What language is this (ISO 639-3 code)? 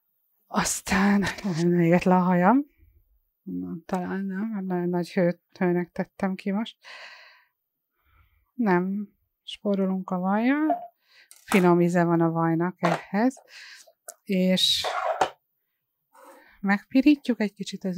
hun